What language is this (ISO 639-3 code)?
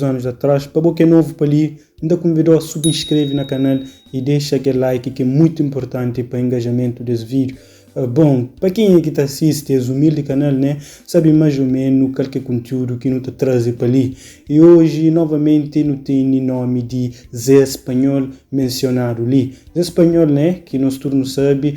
kea